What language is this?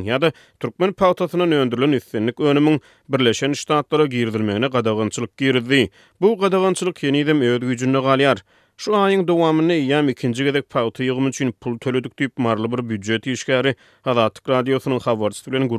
Turkmen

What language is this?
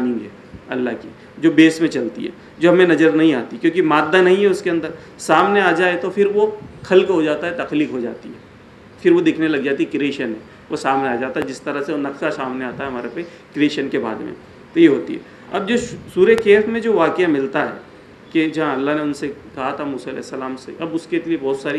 Urdu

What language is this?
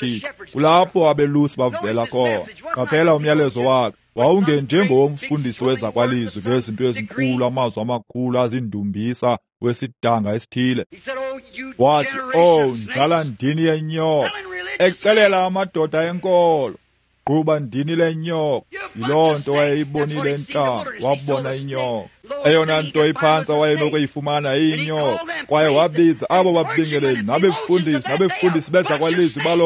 Xhosa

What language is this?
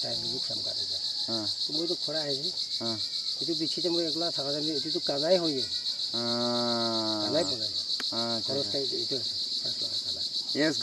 Naga Pidgin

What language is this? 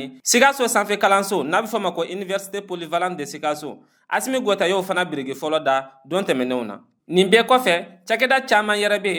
Bambara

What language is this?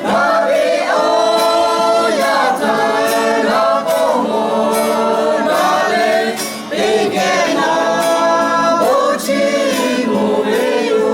Lahu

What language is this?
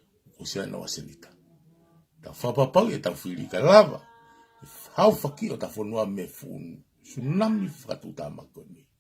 Tongan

